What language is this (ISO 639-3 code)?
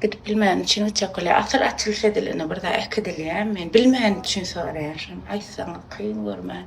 tuk